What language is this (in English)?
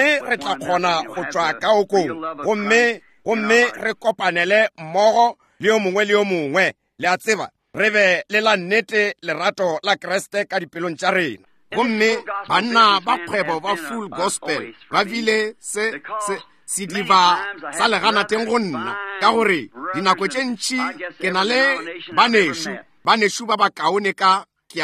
Northern Sotho